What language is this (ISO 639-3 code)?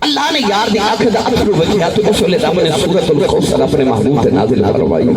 skr